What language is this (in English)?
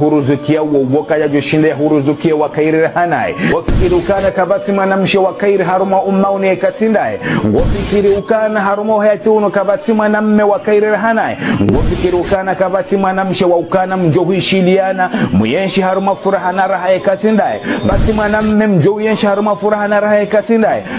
Ngazidja Comorian